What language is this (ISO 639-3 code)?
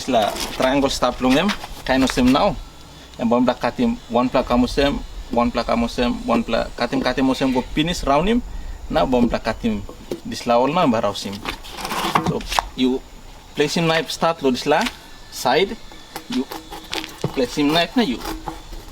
tpi